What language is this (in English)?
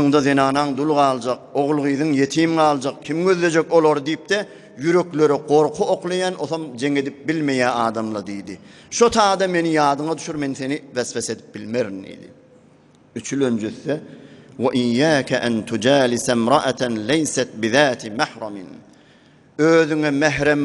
Turkmen